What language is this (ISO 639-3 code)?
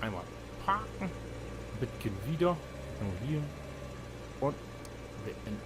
nds